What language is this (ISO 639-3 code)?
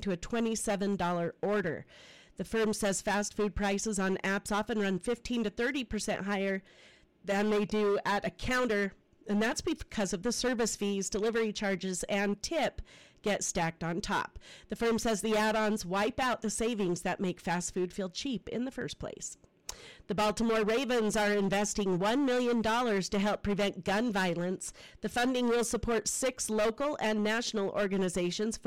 eng